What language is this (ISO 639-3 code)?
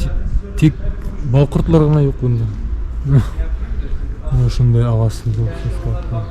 bak